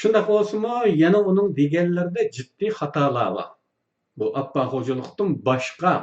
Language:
Uyghur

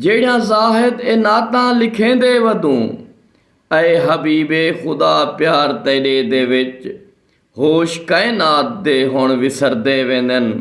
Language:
Saraiki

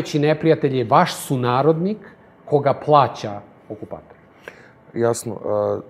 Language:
Serbian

